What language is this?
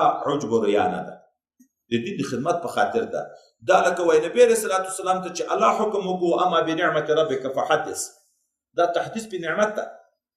Pashto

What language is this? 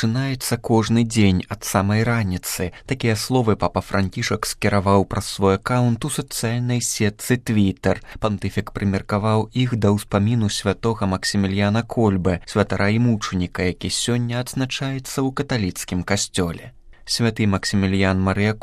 Belarusian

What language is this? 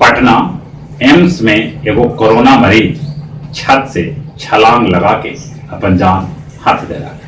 Magahi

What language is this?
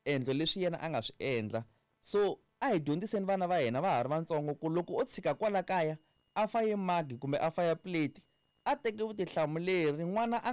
Tsonga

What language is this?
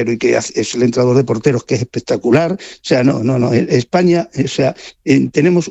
Spanish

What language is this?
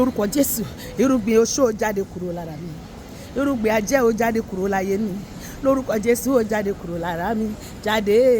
Yoruba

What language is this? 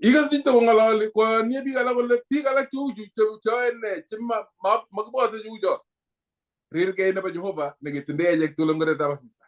Kalenjin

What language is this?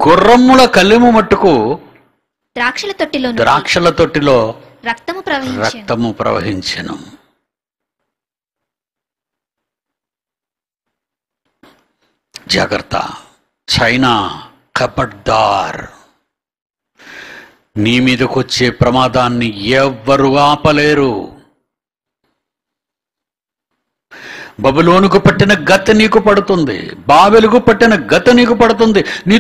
Telugu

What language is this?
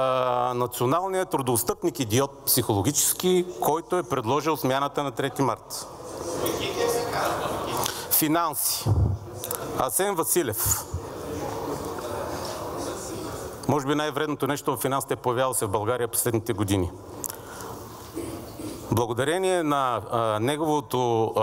Bulgarian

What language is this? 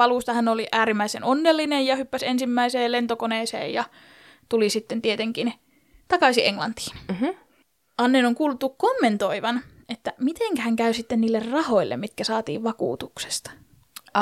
Finnish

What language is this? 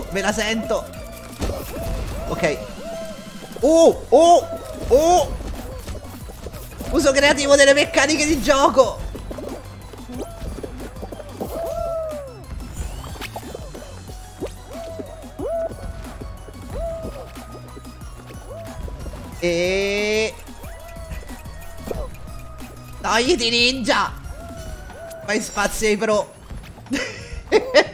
Italian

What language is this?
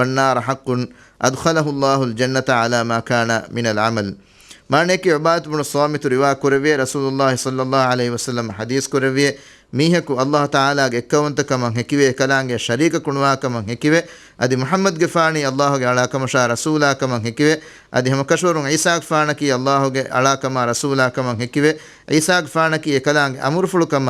Divehi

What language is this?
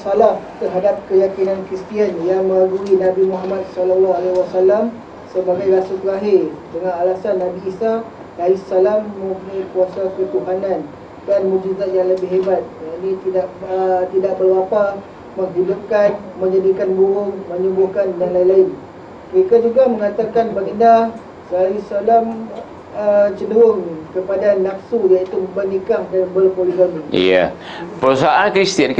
Malay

